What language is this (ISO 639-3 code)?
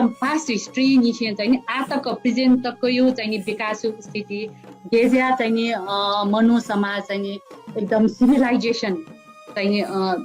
new